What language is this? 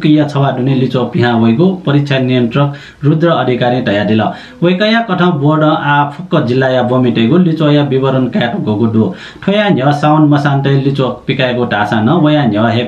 Newari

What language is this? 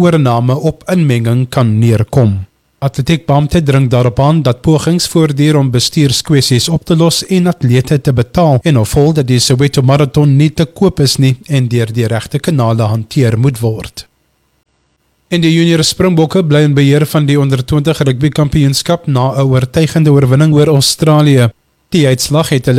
Afrikaans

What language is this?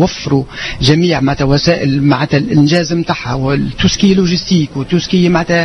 Tunisian Arabic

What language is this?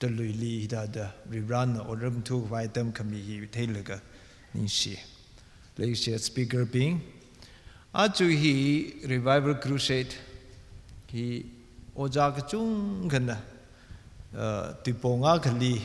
Tangkhul Naga (India)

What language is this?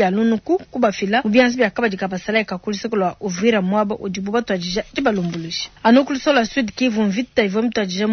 Luba-Lulua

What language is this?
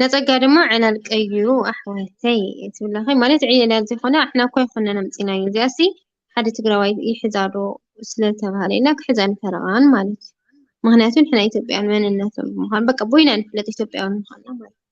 Tigrinya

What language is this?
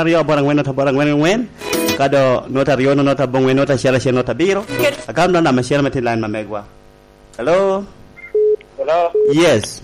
Lango (Uganda)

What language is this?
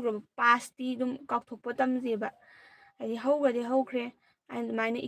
Manipuri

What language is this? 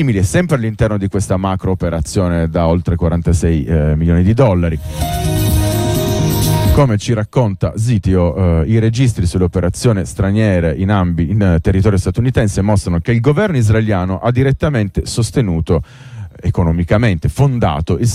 Italian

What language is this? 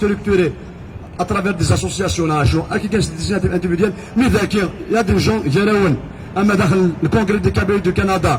Kabyle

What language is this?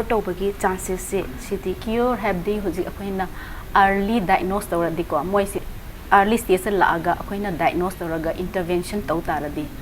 Manipuri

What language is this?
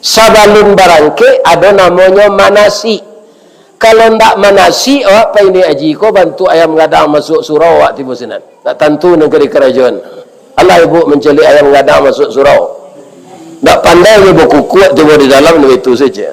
Minangkabau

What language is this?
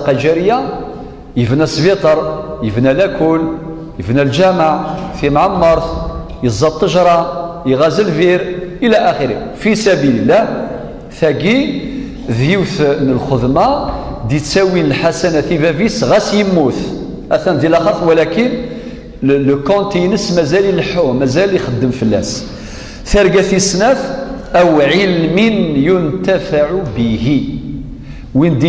Kabyle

